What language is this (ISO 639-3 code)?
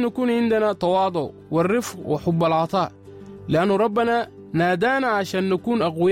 apd